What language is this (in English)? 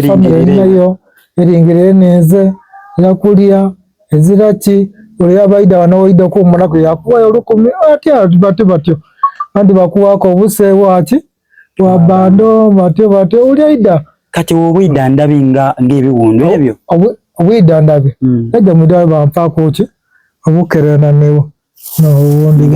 Soga